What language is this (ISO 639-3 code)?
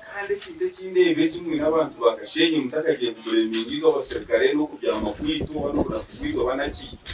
nyn